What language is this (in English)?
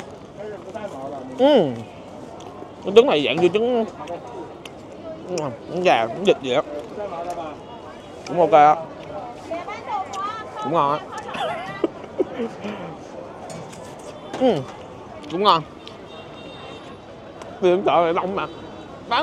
Vietnamese